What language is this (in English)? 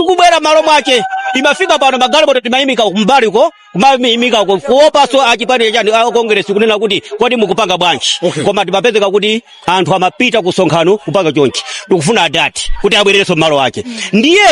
Nyanja